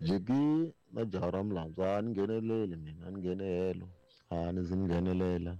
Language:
Tsonga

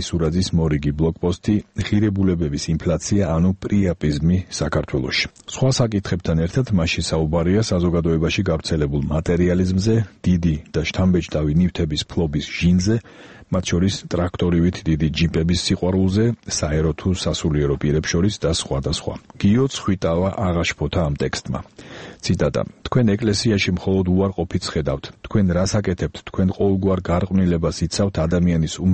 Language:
Georgian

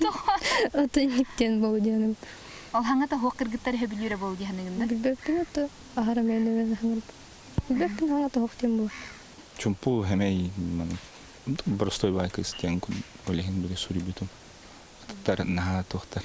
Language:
Yakut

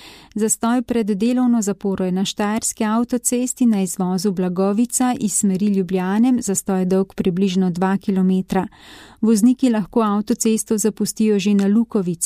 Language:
Slovenian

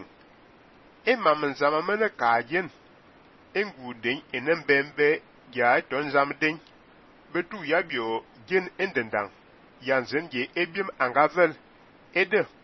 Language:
Fang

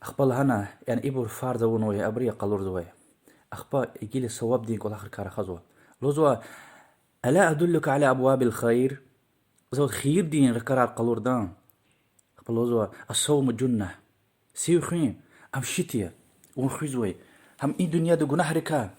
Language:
Lezghian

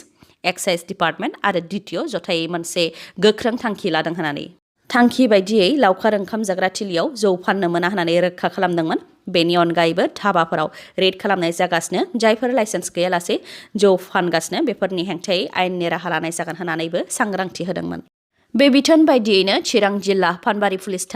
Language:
Bodo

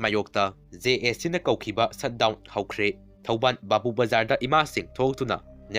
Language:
Manipuri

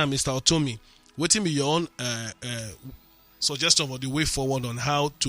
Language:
Nigerian Pidgin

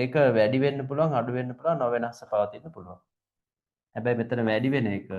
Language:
Sinhala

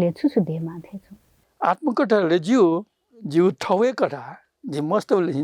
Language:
Newari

